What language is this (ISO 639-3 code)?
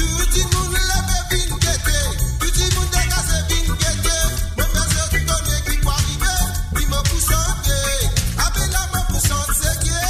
mfe